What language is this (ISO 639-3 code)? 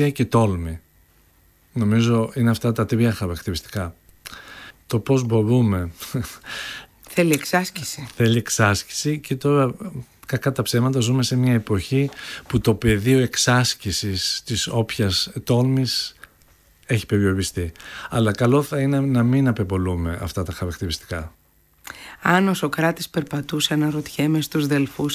ell